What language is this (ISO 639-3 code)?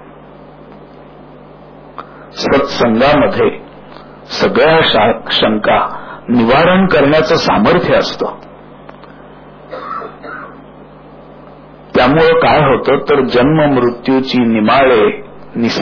mar